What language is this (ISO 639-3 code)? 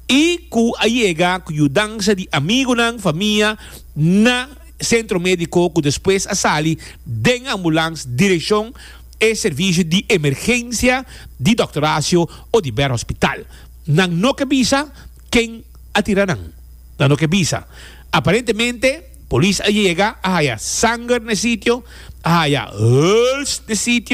pap